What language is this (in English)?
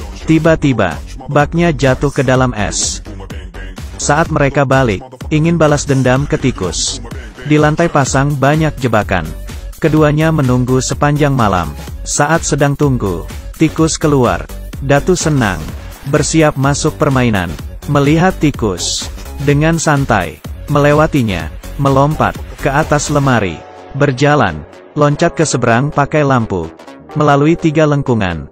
Indonesian